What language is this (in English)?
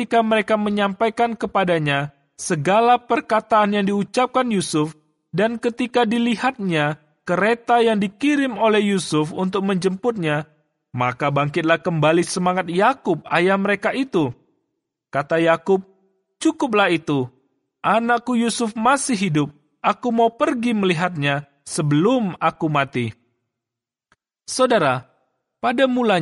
Indonesian